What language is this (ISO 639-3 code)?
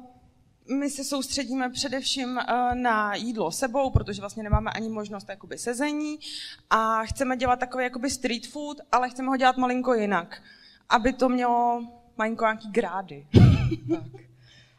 ces